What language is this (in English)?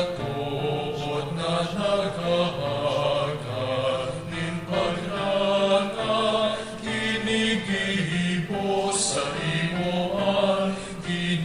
Bikol